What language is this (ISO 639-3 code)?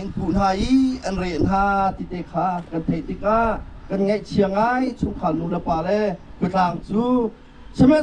cnh